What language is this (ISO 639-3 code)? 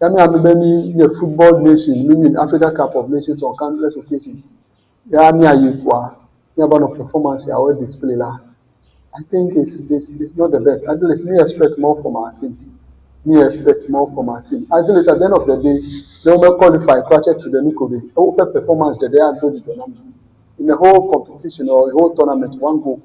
ewe